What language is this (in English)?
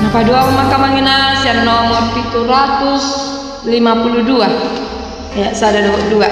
Batak Toba